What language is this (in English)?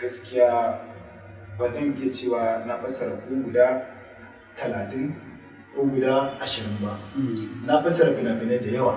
Hausa